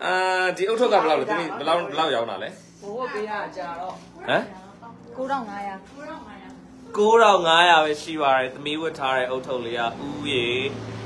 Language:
Burmese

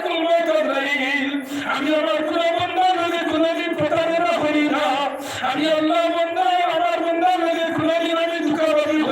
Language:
Sylheti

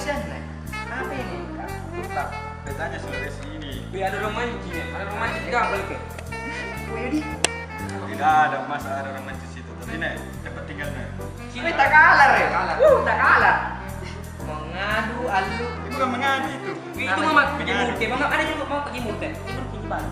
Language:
Makassar Malay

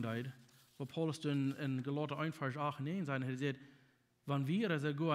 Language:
Plautdietsch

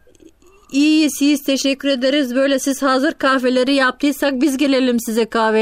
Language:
Turkish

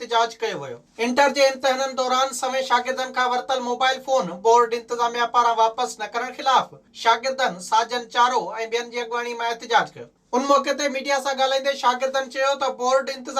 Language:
Sindhi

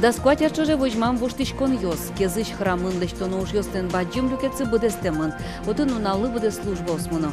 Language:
Udmurt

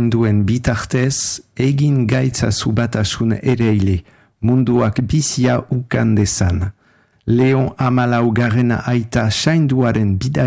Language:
Basque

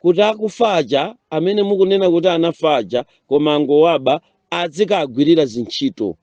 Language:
Nyanja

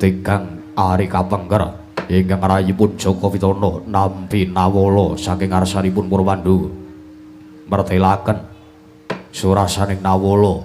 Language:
Javanese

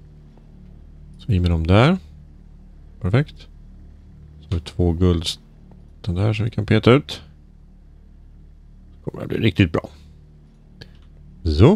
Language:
Swedish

